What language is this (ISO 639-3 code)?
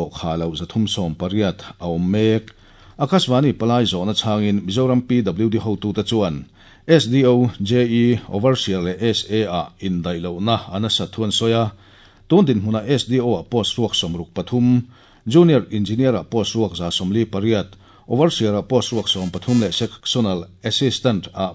lus